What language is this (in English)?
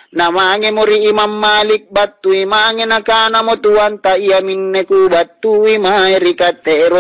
Makasar